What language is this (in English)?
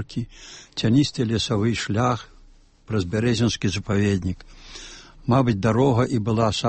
Belarusian